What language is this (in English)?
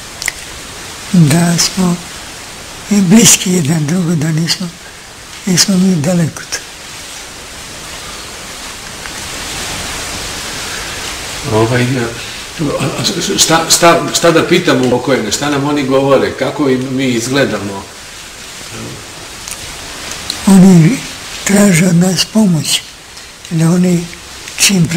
Serbian